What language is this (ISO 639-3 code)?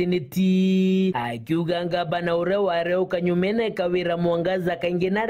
mer